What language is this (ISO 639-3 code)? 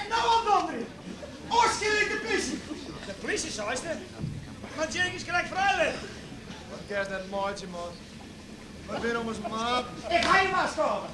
fry